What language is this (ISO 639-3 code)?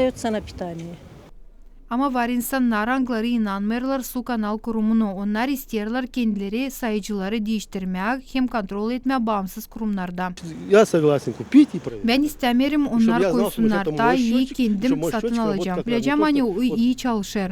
gag